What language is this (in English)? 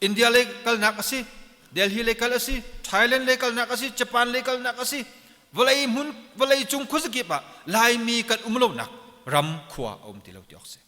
Hakha Chin